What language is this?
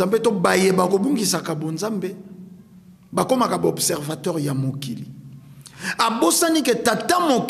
Lingala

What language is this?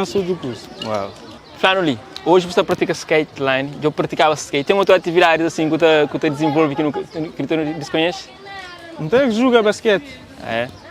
Kabuverdianu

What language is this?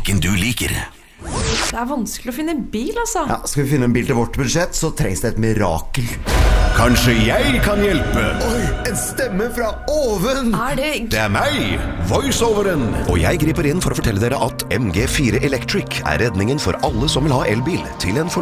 Norwegian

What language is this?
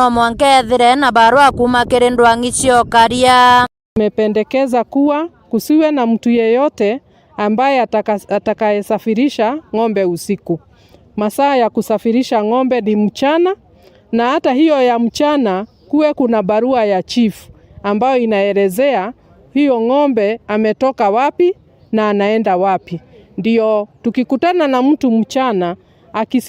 Meru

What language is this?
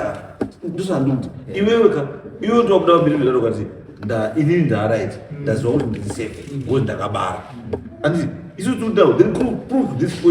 Shona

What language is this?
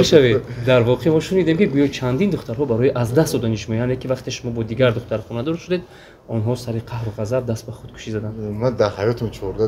Tajik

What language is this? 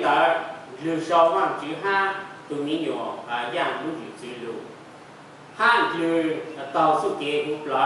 Hmong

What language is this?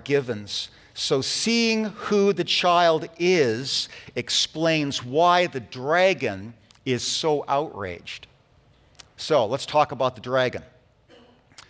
English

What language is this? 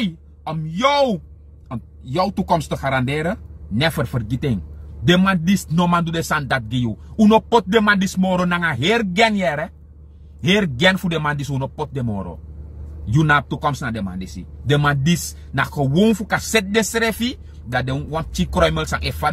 Sranan Tongo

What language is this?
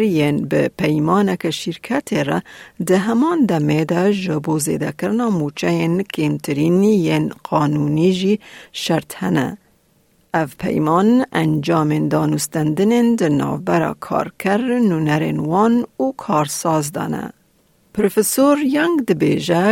Kurdish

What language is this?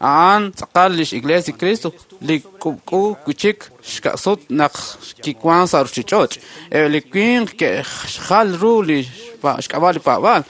Kekchí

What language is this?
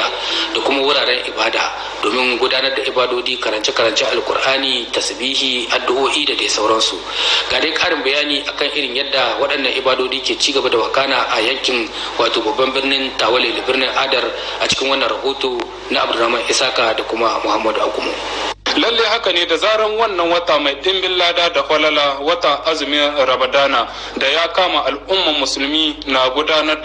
Hausa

